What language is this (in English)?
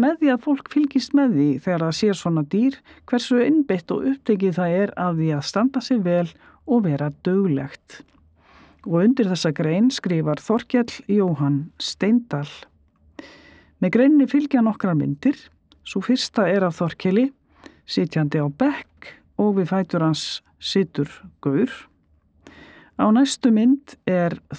Icelandic